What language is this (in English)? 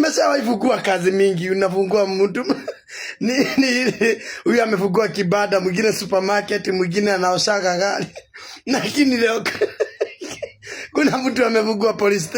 Swahili